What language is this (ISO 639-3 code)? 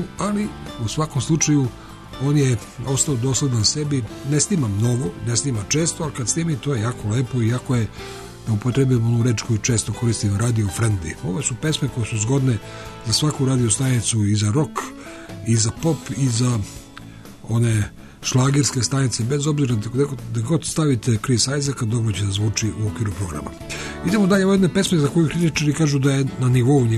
srp